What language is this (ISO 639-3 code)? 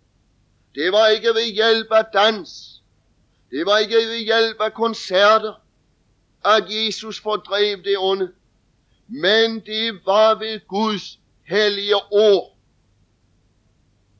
dan